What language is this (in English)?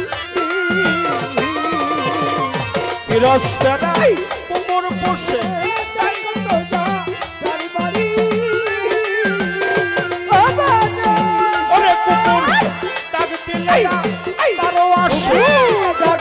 Bangla